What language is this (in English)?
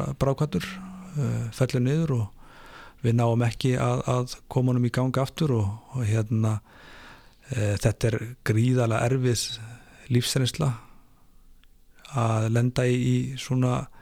Icelandic